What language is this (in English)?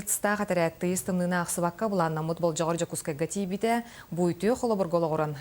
Yakut